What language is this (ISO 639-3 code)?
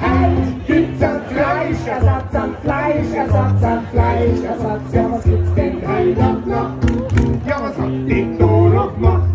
bar